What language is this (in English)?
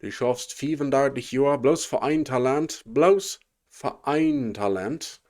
Plautdietsch